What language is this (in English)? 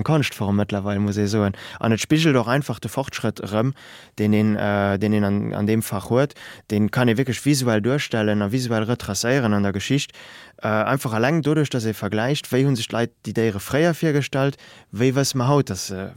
Luxembourgish